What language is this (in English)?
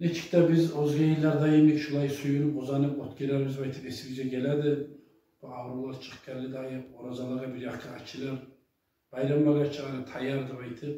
Kumyk